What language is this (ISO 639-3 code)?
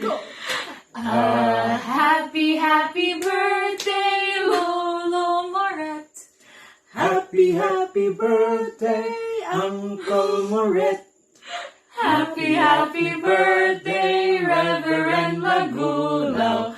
hil